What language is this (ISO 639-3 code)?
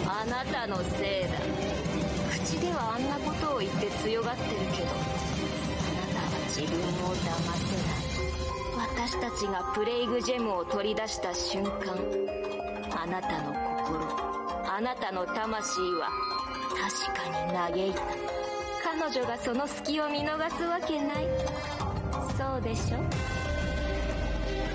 jpn